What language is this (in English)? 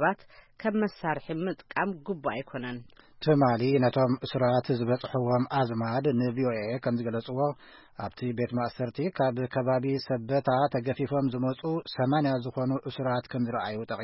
Tigrinya